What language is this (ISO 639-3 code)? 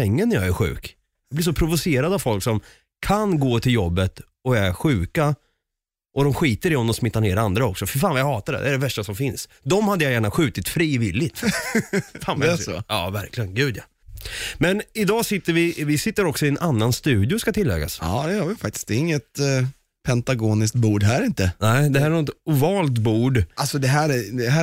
swe